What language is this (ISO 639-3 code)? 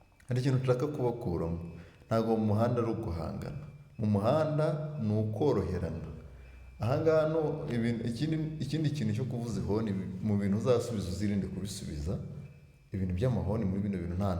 kin